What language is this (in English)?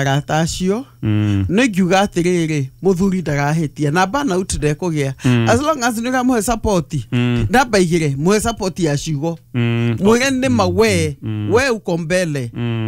Kikuyu